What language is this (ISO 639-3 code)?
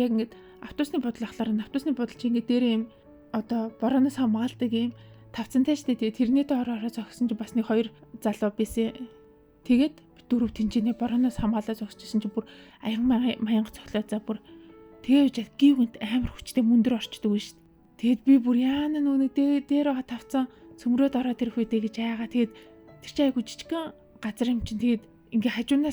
mon